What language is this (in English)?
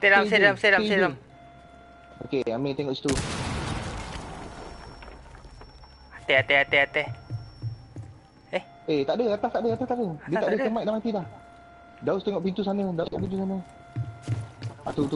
Malay